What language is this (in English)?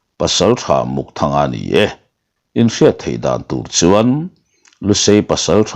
Mizo